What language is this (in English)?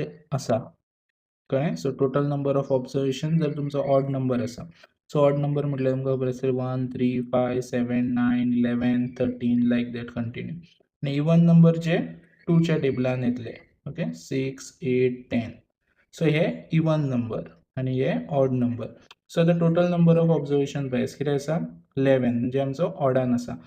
Konkani